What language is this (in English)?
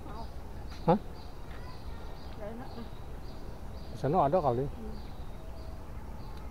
Indonesian